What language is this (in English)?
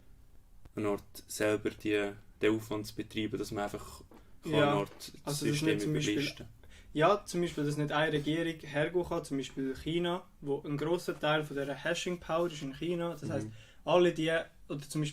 Swiss German